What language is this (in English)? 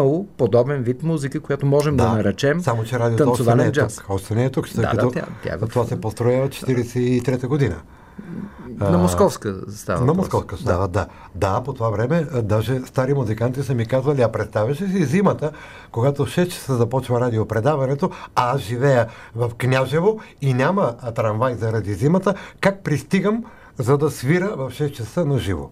Bulgarian